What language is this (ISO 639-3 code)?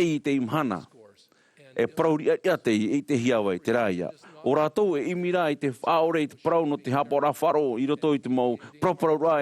tah